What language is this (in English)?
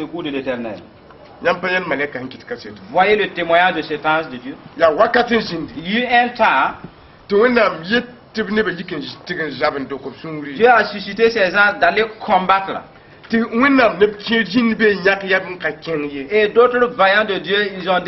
Mossi